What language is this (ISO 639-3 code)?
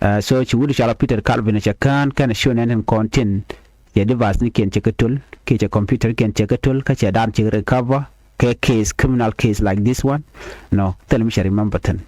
nus